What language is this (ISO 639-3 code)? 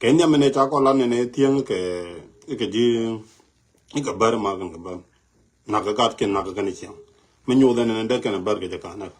nus